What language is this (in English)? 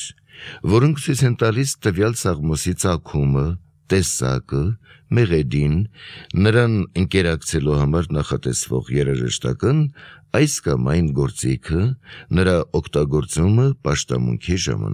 Armenian